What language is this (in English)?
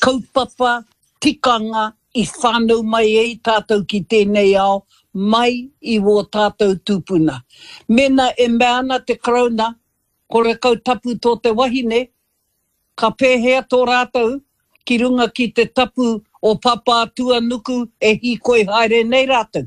Māori